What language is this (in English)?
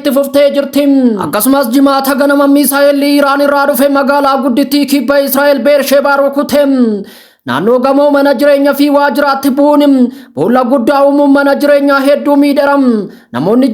Oromo